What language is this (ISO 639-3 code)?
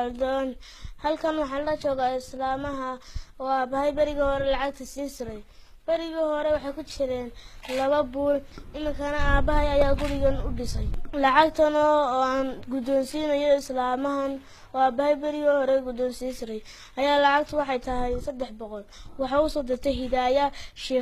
som